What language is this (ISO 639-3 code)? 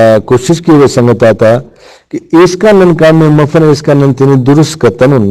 brh